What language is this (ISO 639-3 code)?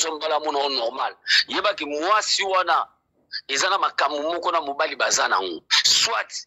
lin